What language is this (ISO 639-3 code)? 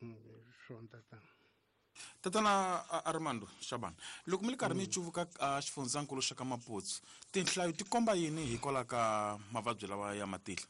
tso